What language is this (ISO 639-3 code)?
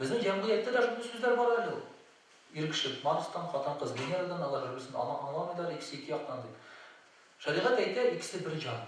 tat